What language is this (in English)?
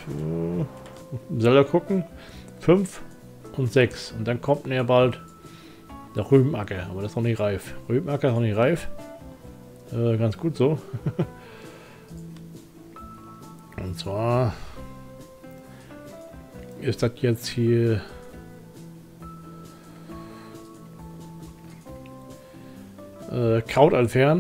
German